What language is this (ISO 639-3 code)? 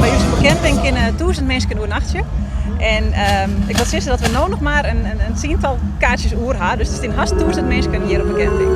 fry